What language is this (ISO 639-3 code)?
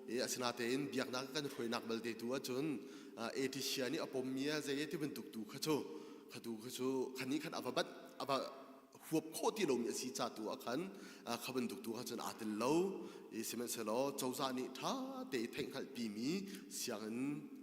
cnh